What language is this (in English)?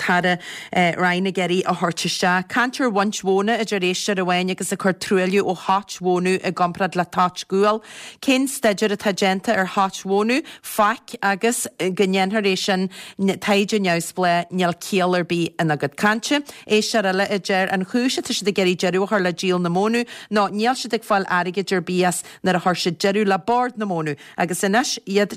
Irish